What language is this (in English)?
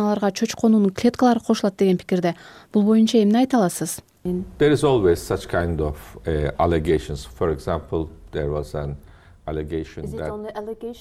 Kyrgyz